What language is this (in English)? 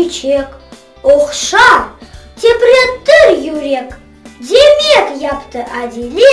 Crimean Tatar